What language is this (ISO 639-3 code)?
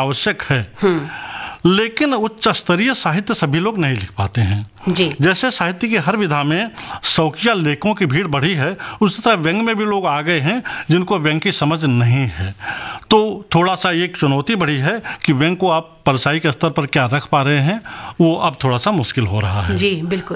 hin